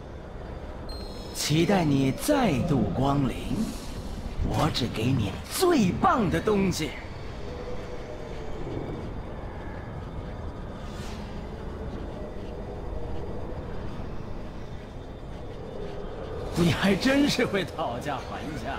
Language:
Chinese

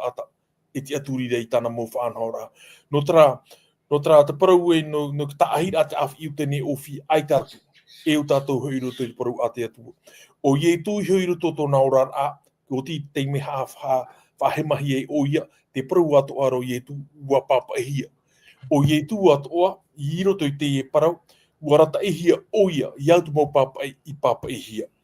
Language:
Tahitian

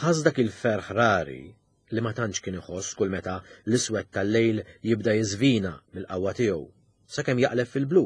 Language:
Maltese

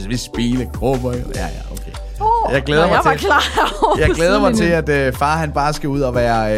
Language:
Danish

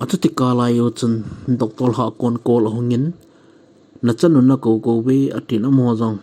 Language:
Thado Chin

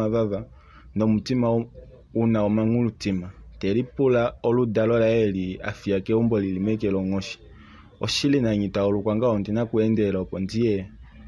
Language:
Kuanyama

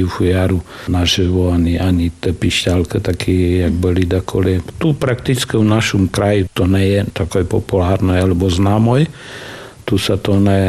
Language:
Slovak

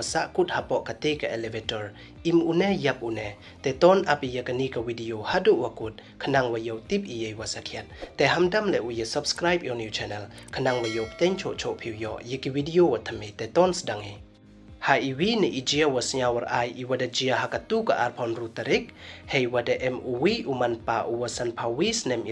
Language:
Pnar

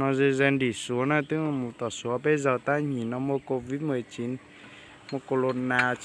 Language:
Hmong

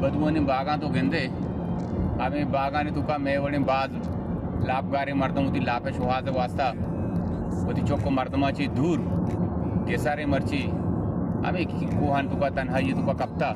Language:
Baluchi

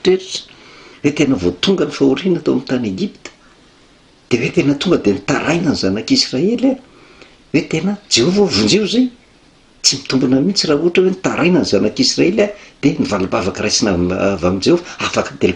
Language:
Malagasy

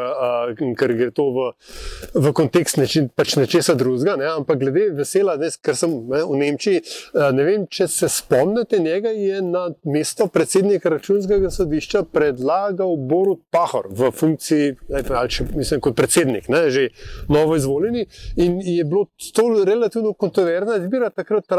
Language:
Slovenian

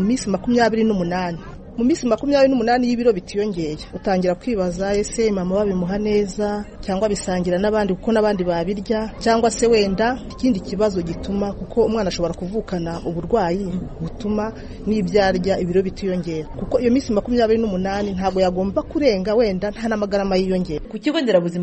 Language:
Kinyarwanda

